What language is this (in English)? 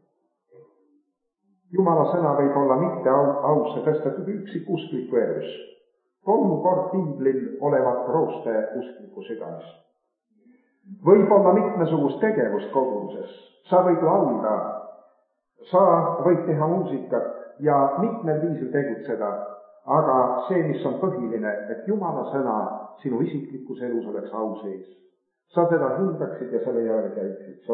Estonian